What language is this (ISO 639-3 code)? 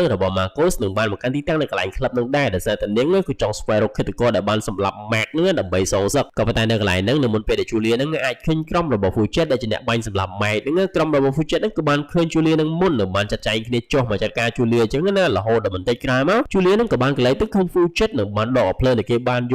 khm